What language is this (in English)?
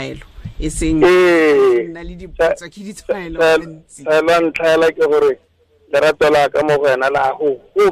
Tswana